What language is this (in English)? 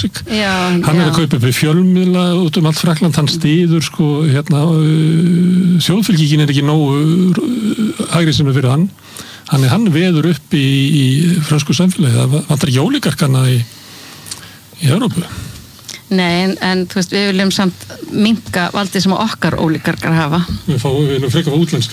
Icelandic